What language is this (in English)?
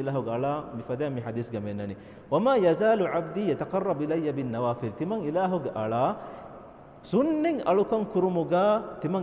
Divehi